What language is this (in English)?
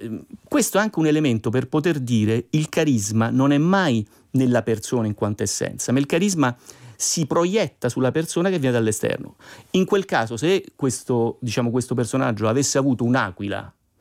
Italian